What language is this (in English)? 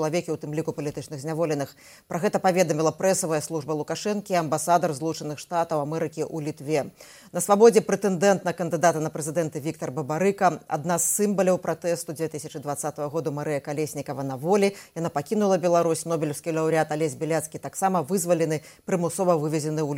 Belarusian